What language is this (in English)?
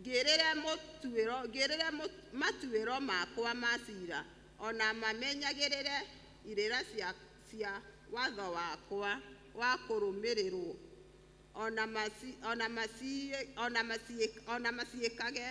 Kikuyu